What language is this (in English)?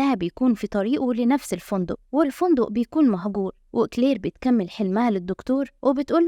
Egyptian Arabic